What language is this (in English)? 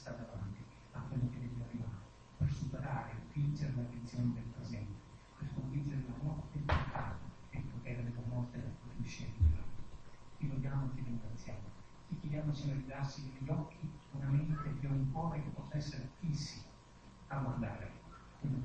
Italian